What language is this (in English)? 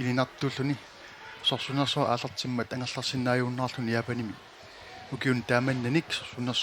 Kalaallisut